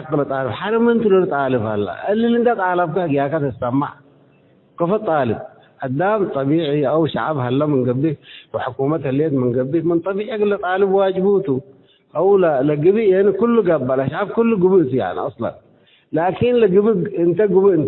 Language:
Tigre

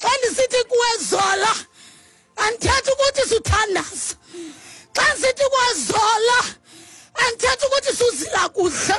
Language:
Xhosa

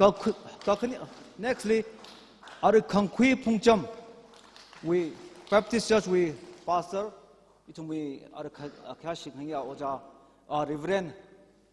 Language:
Tangkhul Naga (India)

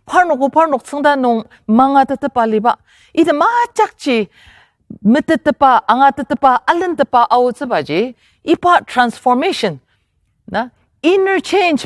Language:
Ao Naga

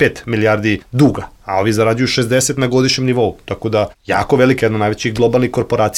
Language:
Serbian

